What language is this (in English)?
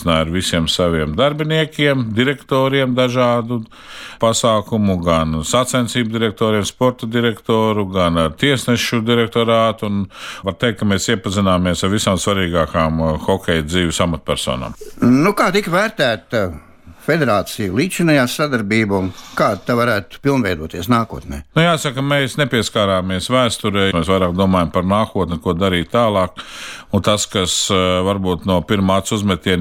Latvian